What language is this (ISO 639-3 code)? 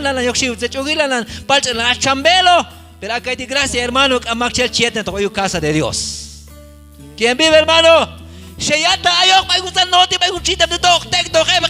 kjb